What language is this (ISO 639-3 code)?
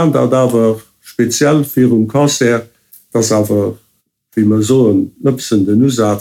ltz